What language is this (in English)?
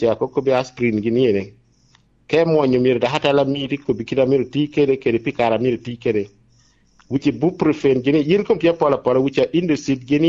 Lango (Uganda)